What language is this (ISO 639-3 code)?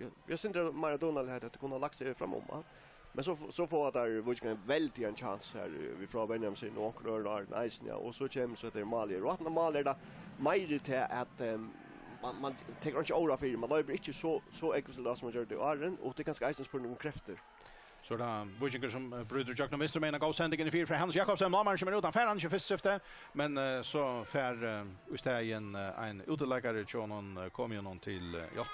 fao